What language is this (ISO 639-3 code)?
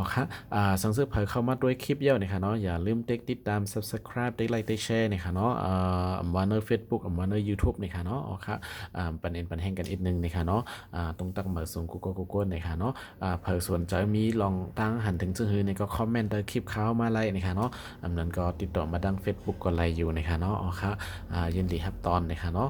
shn